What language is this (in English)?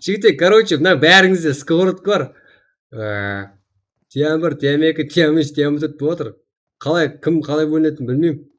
Kara-Kalpak